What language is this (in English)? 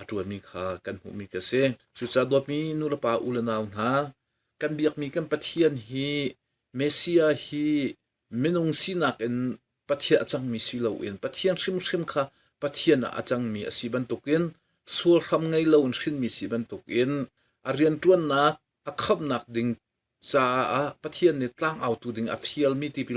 Hakha Chin